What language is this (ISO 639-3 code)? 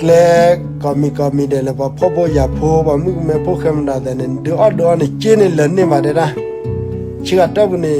ksw